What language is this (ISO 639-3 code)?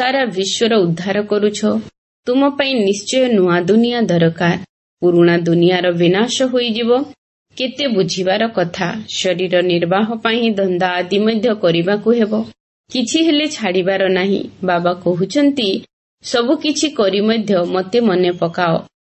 ori